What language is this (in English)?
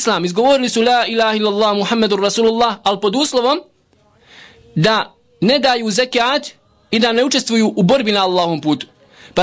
Bosnian